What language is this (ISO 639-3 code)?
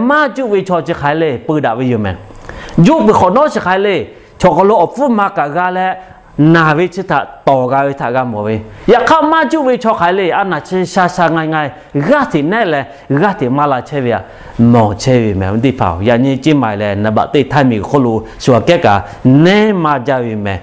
lhu